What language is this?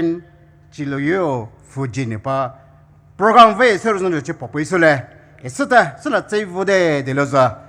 Poumei Naga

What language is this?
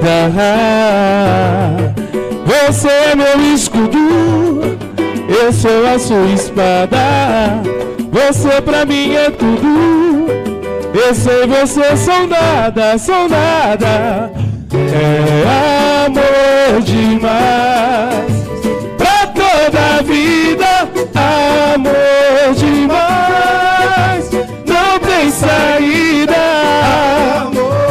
Portuguese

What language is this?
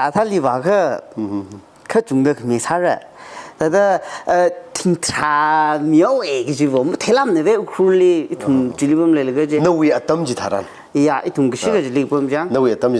Tangkhul Naga (India)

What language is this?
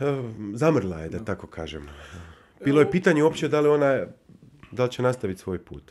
Bosnian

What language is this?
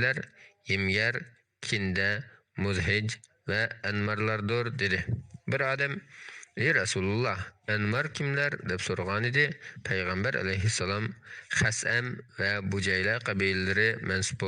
Uyghur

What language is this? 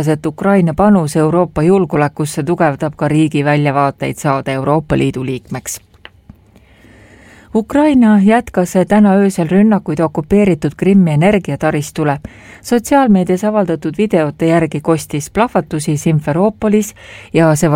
Estonian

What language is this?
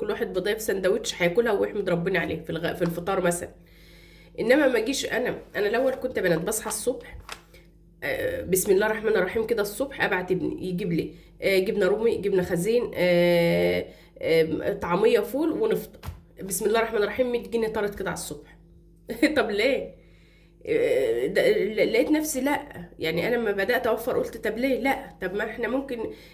Egyptian Arabic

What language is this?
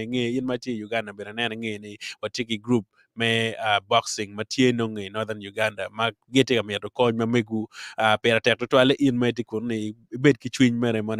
Acoli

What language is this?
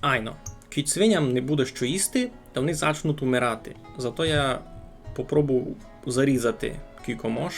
Rusyn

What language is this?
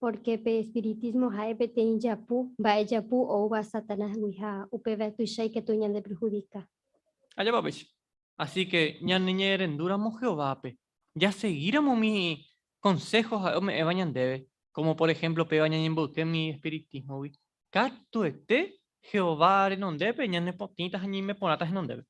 Guarani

